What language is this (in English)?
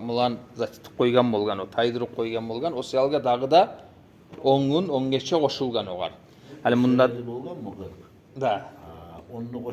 Kumyk